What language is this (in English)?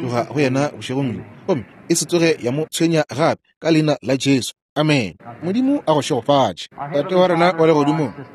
Northern Sotho